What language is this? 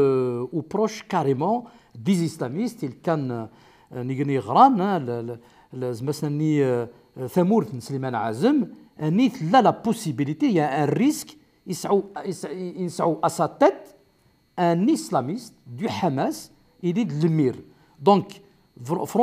Kabyle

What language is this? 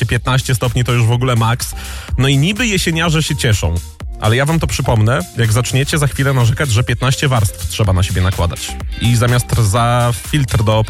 Polish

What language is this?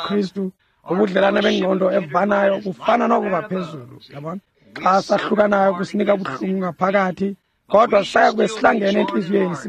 Xhosa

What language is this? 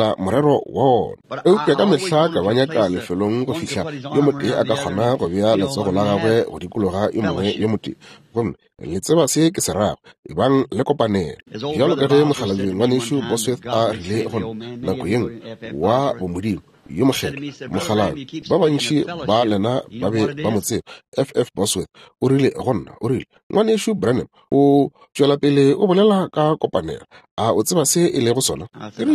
Northern Sotho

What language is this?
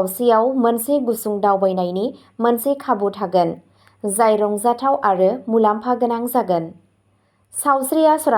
Bodo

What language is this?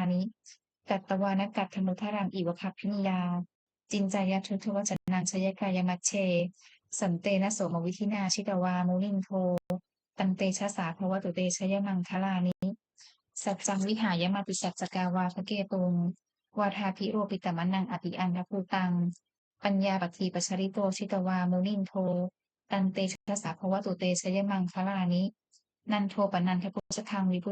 Pali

